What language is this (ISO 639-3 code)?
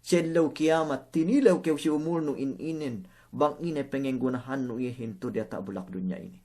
yka